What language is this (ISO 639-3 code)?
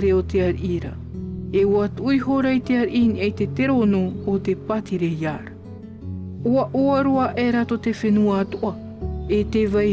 tah